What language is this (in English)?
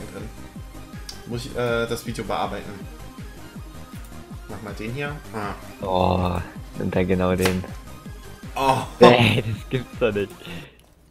German